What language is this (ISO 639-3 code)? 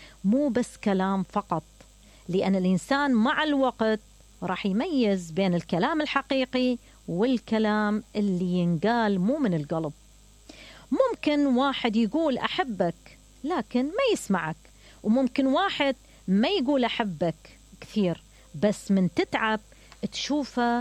acm